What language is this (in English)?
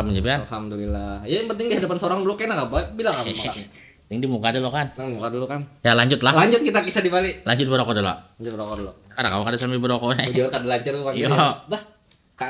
Banjar